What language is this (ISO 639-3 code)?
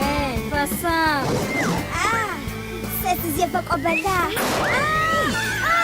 ady